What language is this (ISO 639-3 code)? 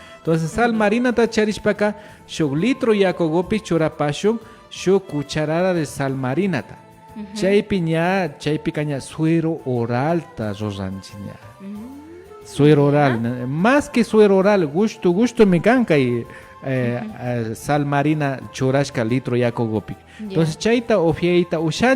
qvi